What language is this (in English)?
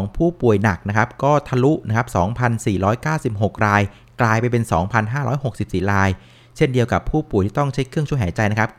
Thai